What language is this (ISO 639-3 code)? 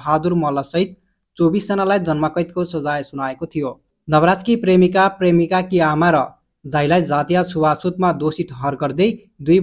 nep